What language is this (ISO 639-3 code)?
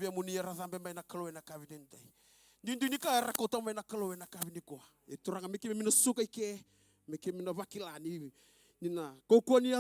fij